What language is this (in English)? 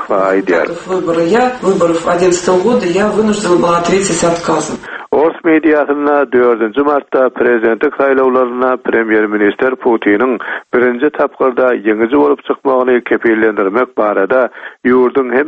Turkmen